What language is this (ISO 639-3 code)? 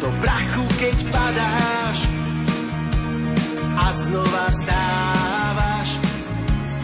slk